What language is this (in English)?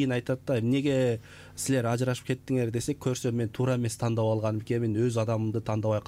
Kyrgyz